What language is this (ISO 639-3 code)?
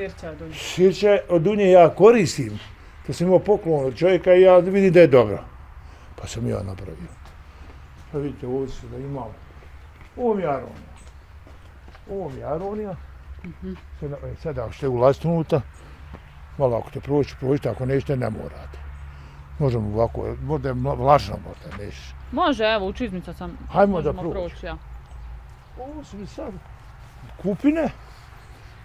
bos